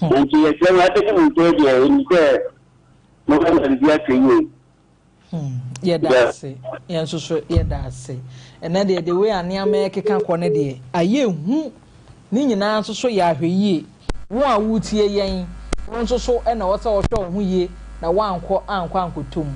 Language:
Akan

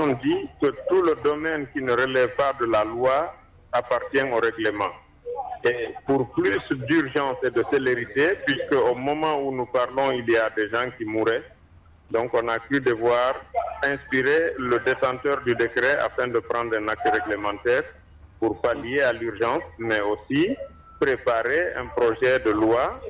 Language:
French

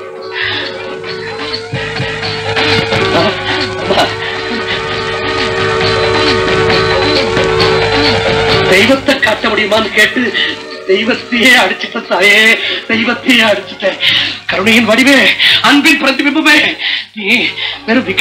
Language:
Tamil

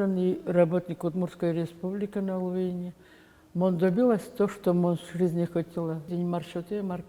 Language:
Udmurt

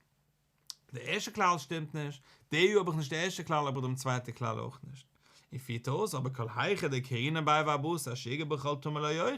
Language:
Yiddish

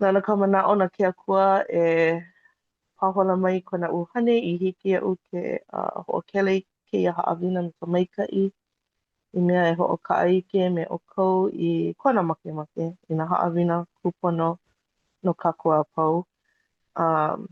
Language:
Hawaiian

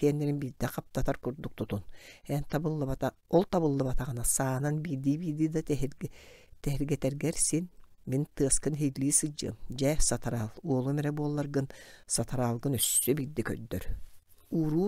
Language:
Yakut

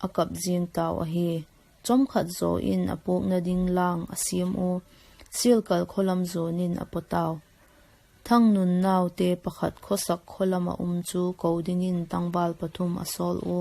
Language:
Vaiphei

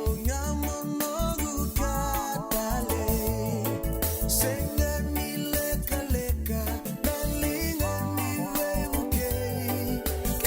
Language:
Fijian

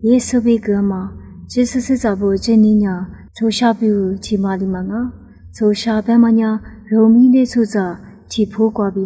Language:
Lisu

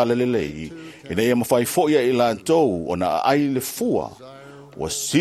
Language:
Samoan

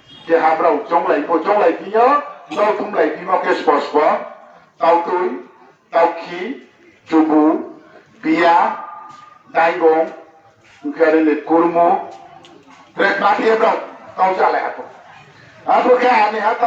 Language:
Riang (India)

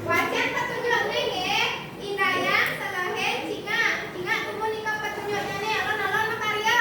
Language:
Balinese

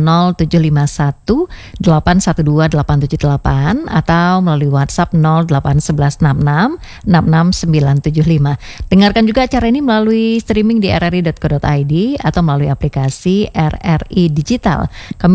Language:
Indonesian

